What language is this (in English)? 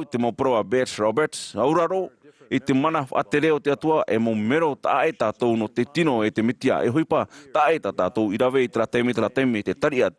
Tahitian